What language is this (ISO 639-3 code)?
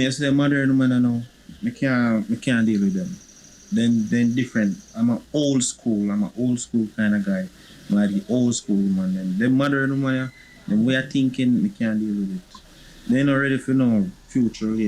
jam